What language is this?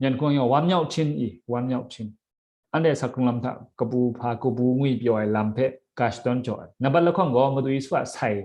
Kachin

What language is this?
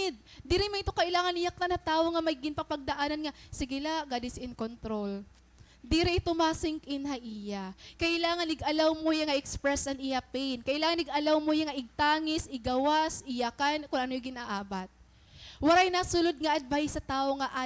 Waray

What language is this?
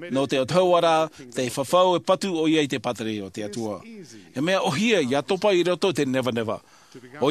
Tahitian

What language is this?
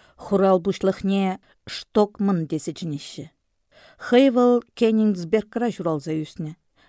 Chuvash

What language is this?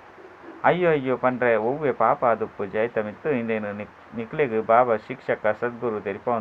Tulu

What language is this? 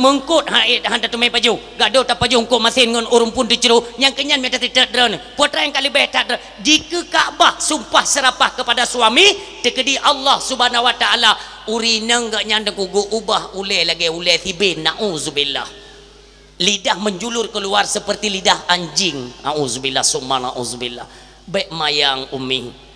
Achinese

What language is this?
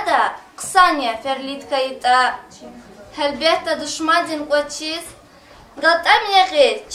Lezghian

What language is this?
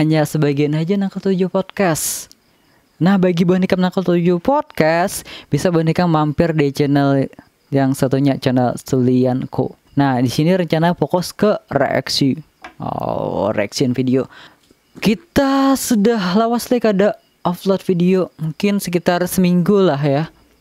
Banjar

